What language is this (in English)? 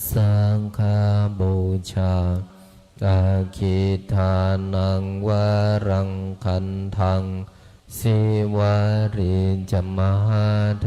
Pali